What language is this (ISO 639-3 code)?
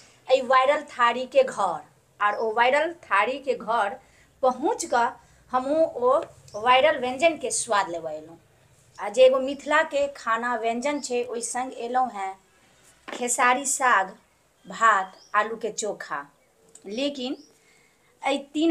mai